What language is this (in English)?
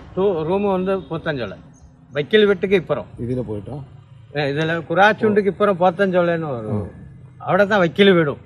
Malayalam